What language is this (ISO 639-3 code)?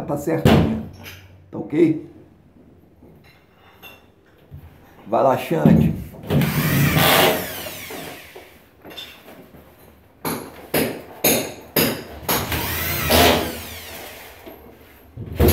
por